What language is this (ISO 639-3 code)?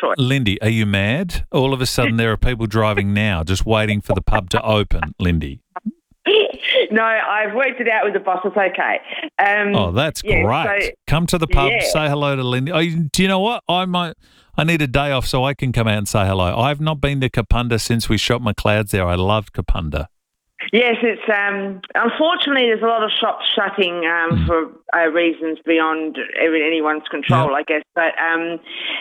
eng